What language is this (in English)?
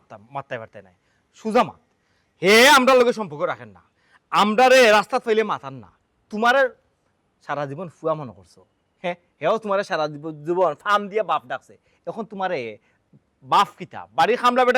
Sylheti